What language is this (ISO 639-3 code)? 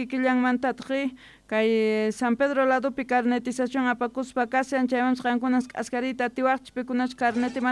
quh